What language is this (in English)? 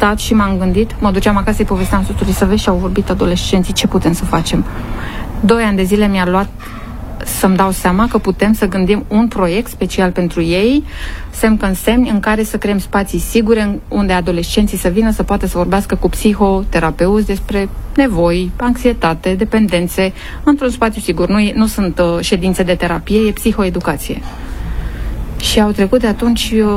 Romanian